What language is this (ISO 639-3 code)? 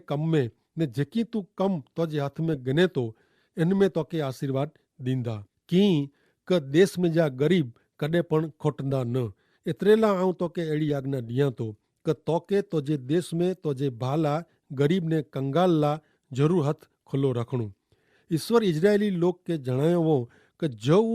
kfr